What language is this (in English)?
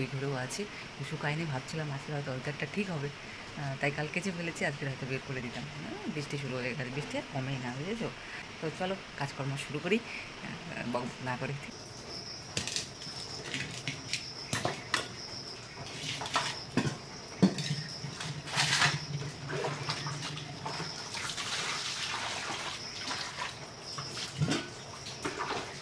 Bangla